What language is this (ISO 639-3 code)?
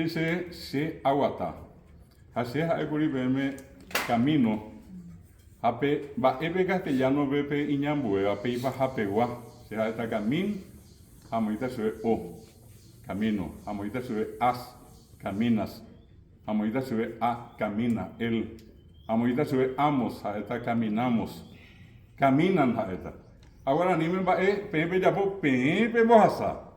grn